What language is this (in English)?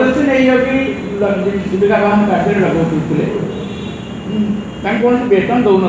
Odia